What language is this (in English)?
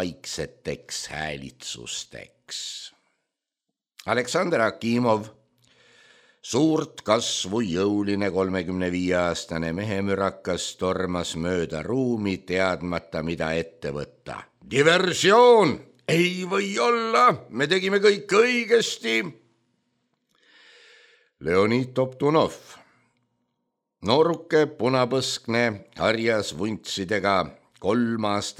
Estonian